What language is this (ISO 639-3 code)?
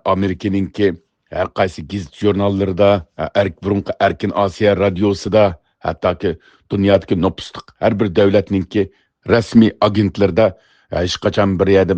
uig